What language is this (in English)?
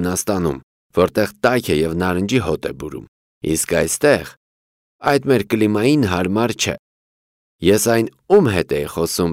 Armenian